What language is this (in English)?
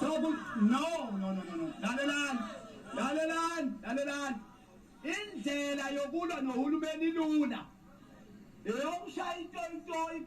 Zulu